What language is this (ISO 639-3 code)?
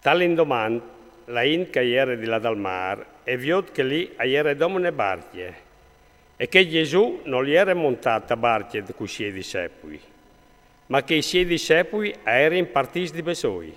fur